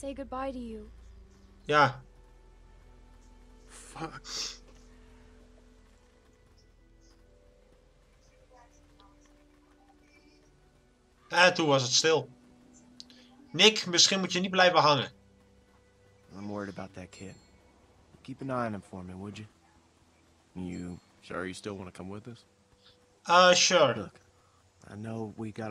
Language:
Dutch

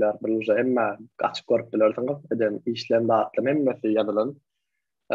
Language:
Turkmen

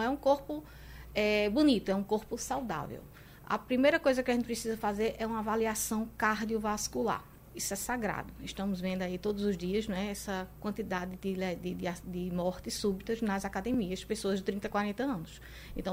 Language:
Portuguese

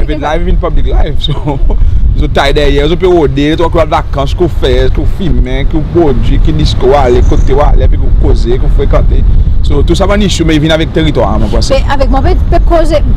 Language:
Seselwa Creole French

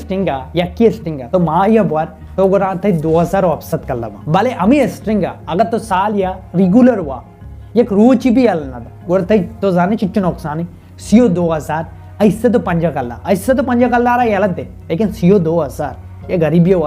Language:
Baluchi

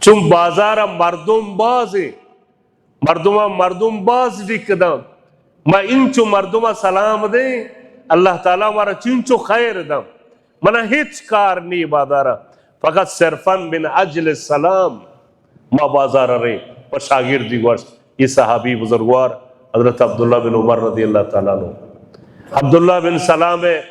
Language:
Baluchi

